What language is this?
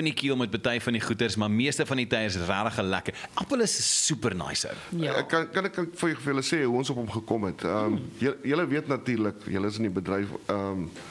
Afrikaans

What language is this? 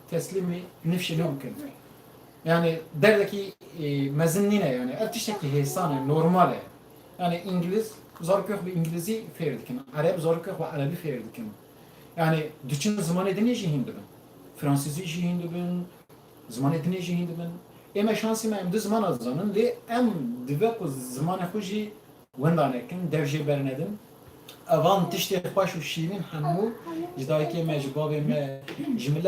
Kurdish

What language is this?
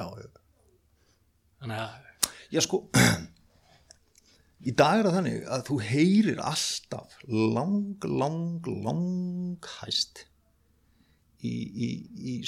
Icelandic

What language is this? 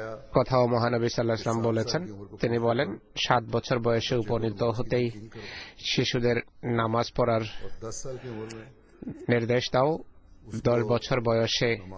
Bangla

